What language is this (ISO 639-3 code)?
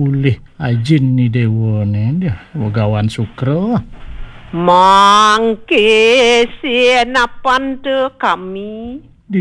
ban